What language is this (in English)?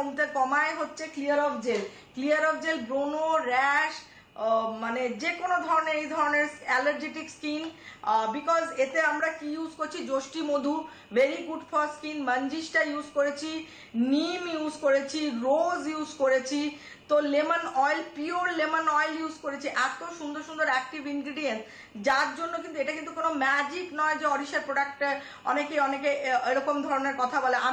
Bangla